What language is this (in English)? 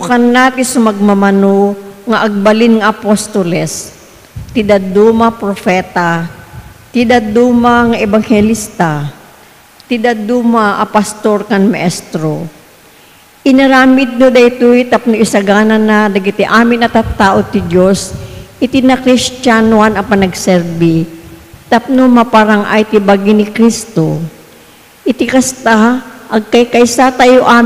Iloko